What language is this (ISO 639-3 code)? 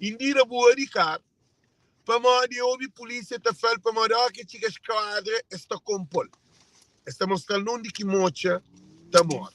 kea